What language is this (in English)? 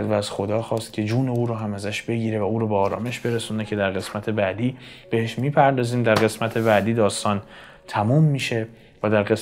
Persian